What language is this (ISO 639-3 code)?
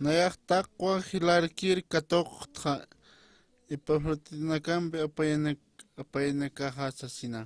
aym